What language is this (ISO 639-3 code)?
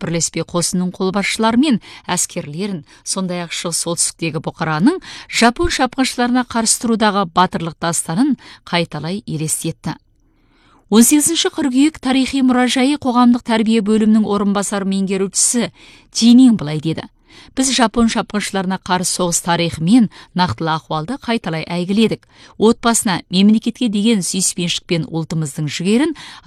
kaz